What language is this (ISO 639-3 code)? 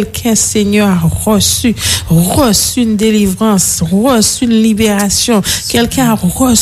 fra